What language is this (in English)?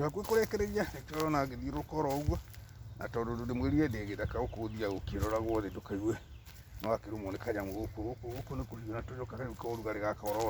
Kikuyu